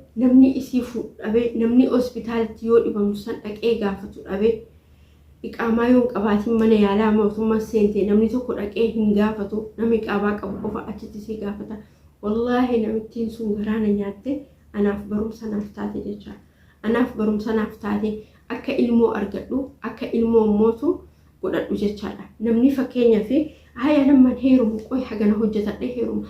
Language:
Oromo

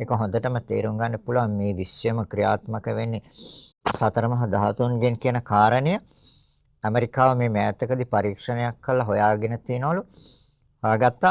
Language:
Sinhala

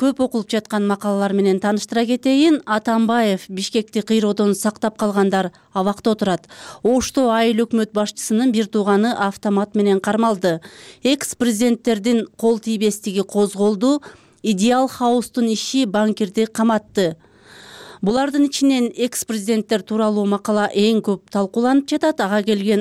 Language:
Kyrgyz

